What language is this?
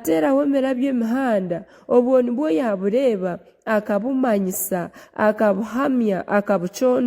Nyankole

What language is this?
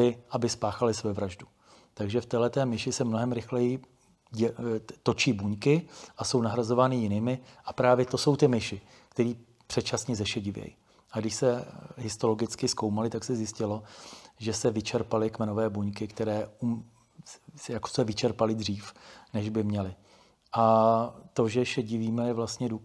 Czech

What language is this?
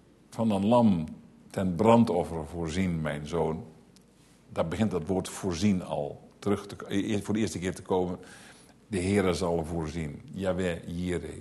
Dutch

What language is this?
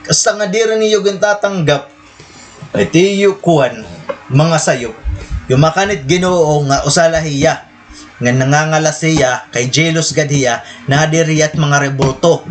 Waray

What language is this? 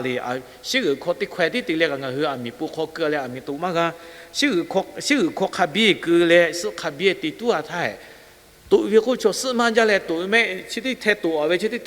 Lahu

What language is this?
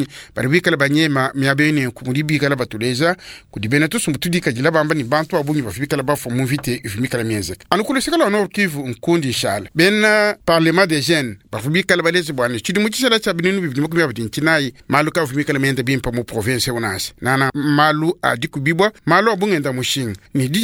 Luba-Lulua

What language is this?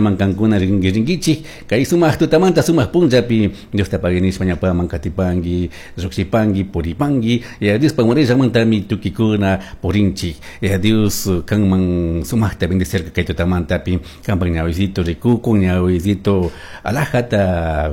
Chimborazo Highland Quichua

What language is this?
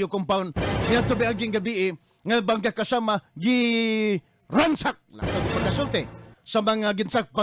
Cebuano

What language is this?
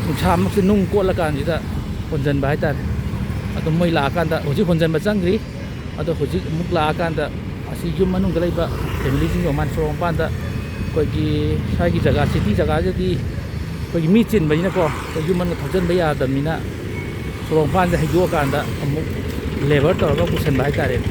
Manipuri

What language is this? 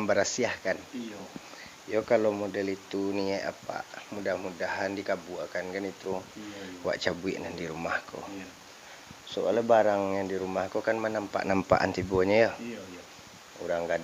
Minangkabau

